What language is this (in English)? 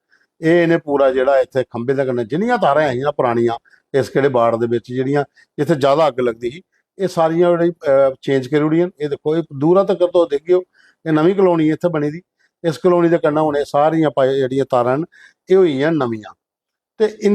Dogri